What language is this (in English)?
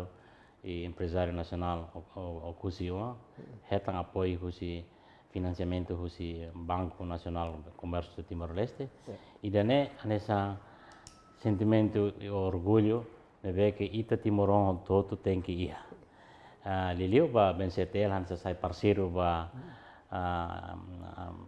Tetum